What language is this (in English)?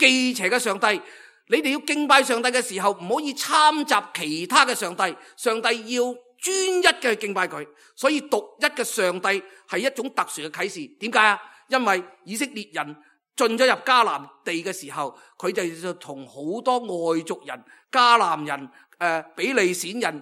Cantonese